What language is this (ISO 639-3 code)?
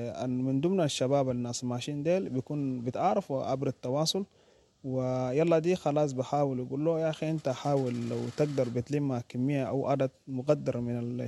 apd